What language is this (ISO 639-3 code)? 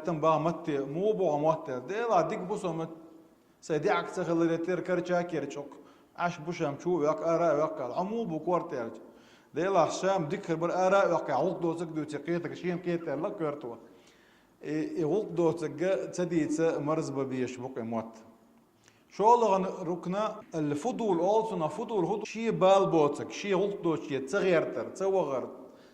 che